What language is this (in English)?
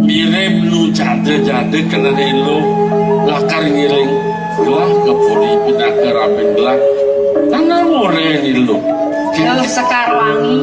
Balinese